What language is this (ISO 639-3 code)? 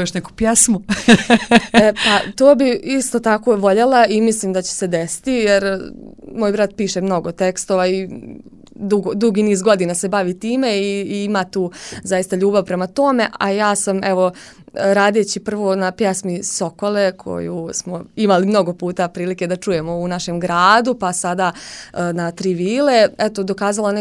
hrv